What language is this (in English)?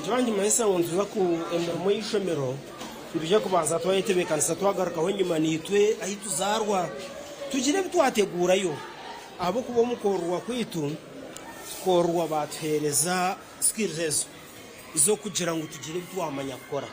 Nyankole